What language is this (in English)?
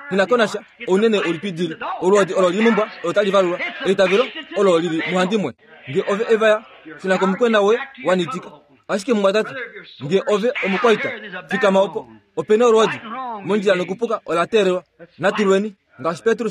Kuanyama